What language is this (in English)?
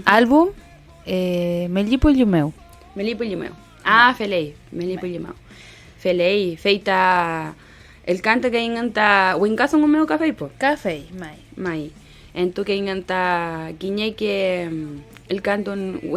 Mapuche